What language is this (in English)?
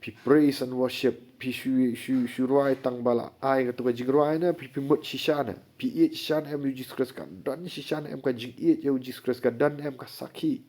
Khasi